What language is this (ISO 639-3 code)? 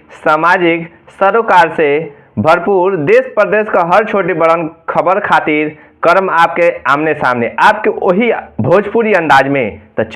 bho